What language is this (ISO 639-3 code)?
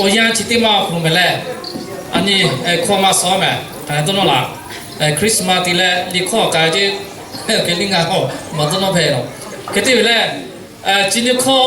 lhu